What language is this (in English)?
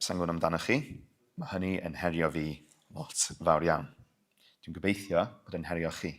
Welsh